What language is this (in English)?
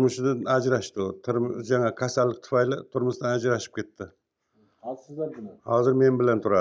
Uzbek